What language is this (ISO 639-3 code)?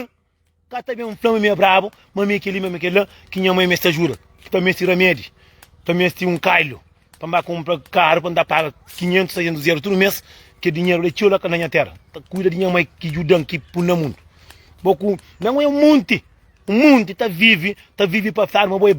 kea